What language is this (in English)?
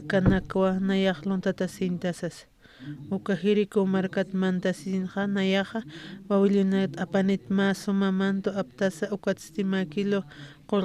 Aymara